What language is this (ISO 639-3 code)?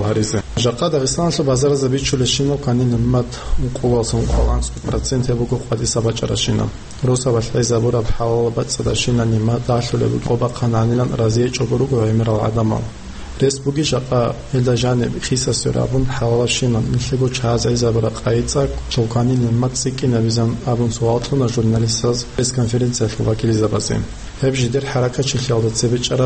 ava